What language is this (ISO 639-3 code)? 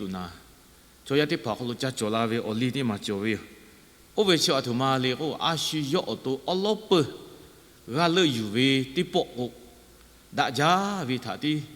lhu